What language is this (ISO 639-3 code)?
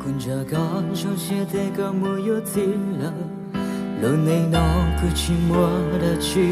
hmn